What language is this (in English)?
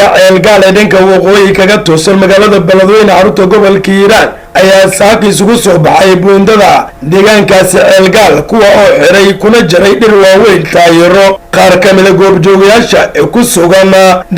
Somali